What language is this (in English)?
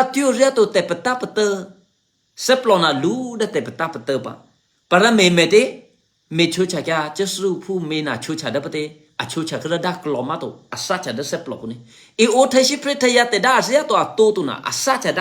Eastern Kayah